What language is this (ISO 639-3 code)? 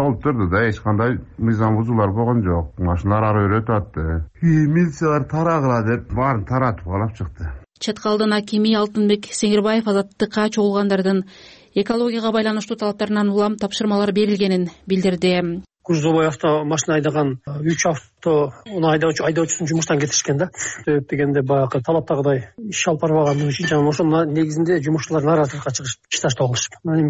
kir